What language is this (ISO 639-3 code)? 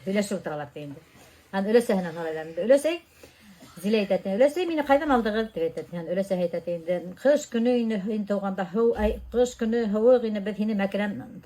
bak